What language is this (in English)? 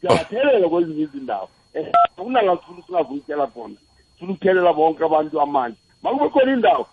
South Ndebele